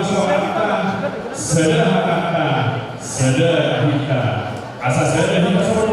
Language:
Batak Toba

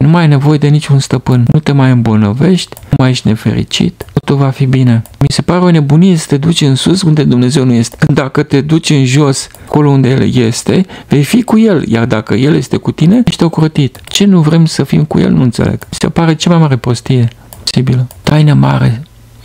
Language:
Romanian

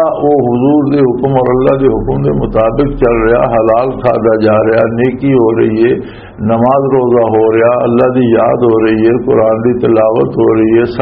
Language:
Western Panjabi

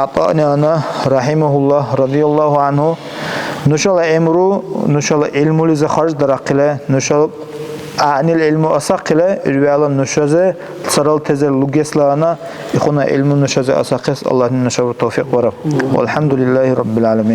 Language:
Dargwa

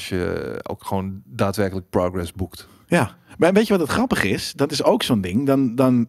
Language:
Dutch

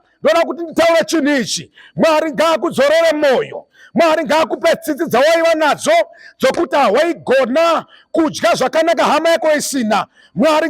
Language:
Shona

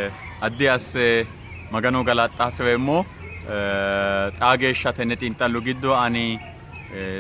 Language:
Sidamo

